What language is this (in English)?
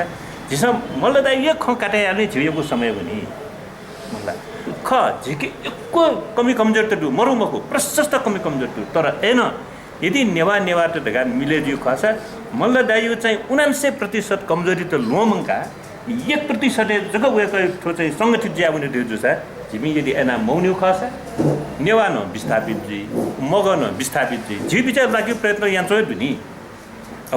Newari